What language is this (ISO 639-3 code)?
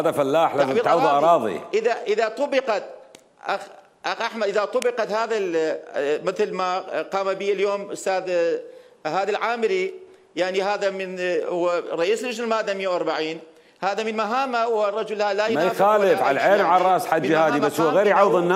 acm